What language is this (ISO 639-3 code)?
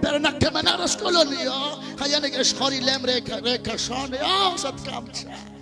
kek